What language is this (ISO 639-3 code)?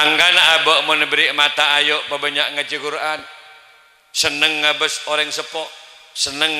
mad